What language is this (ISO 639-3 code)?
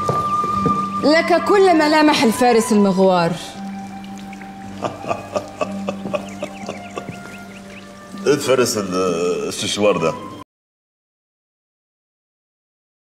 arz